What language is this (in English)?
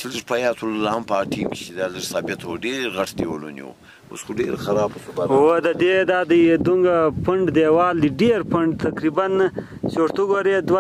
Pashto